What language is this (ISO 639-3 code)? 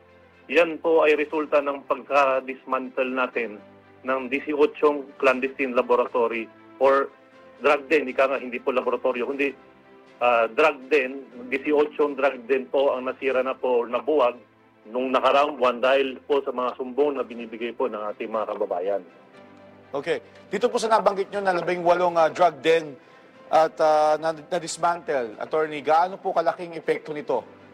fil